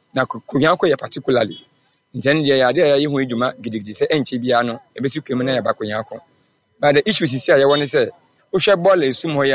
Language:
Akan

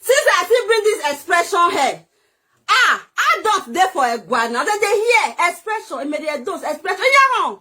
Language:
Nigerian Pidgin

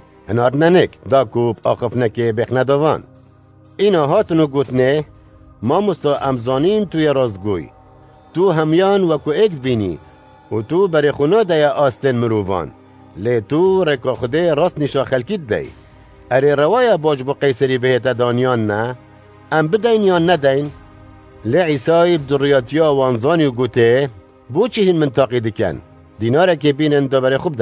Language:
Kurdish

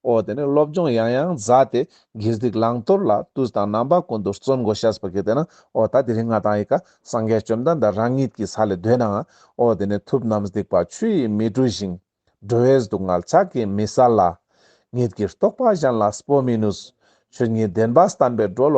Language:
Ladakhi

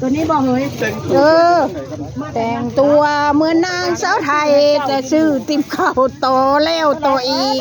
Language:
Northeastern Thai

